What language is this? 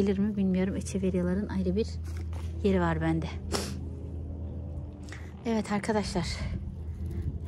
Turkish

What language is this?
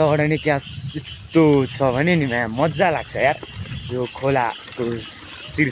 Nepali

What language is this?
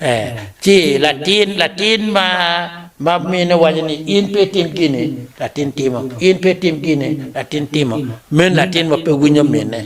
Acoli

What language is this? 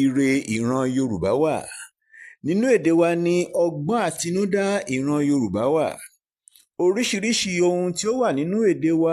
Yoruba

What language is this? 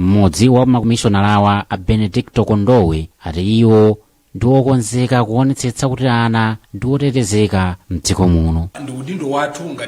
Nyanja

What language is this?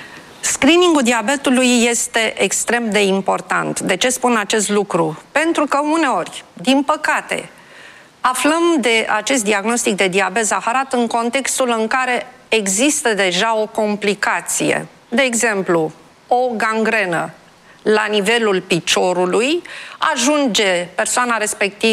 Romanian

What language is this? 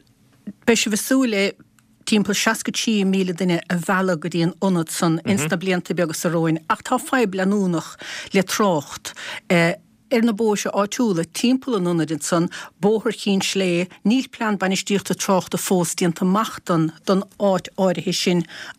Irish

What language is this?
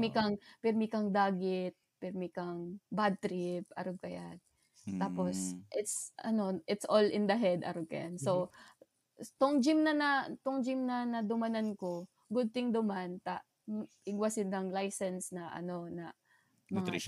Bikol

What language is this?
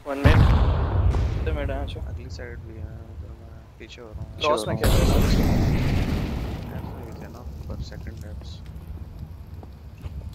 Hindi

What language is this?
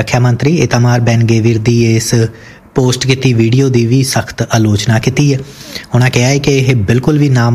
Punjabi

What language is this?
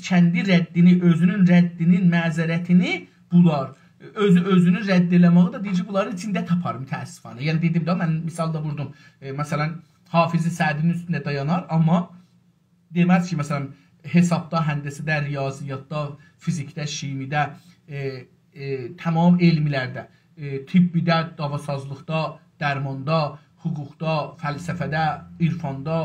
South Azerbaijani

